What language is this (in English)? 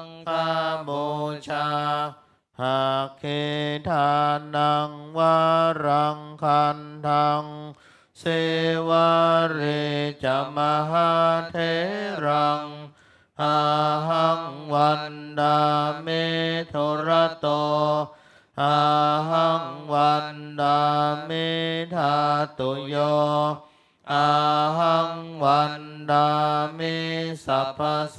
Pali